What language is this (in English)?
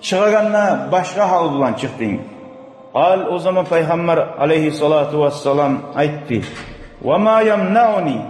Kumyk